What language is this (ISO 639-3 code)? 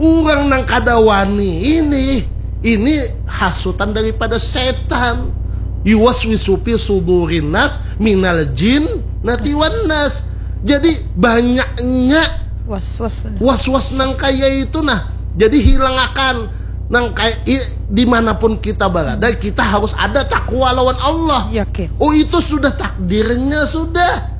bjn